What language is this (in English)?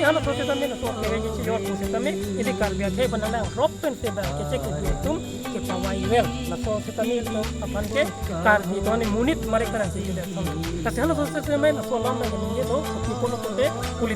Karbi